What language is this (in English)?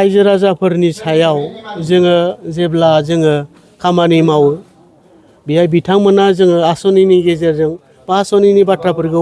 Bodo